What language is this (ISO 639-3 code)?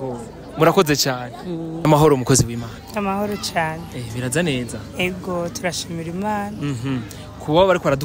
run